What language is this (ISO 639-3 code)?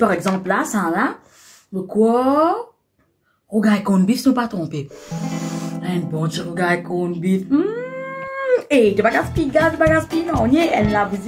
mfe